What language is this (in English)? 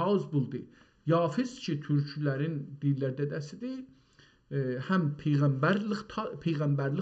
South Azerbaijani